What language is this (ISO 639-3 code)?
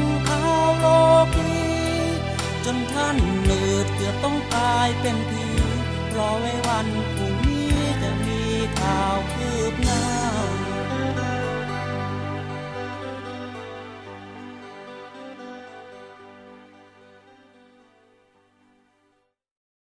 tha